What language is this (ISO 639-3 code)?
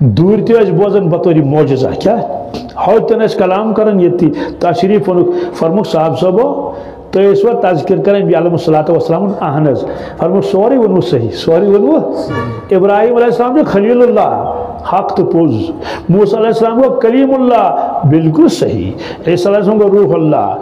kas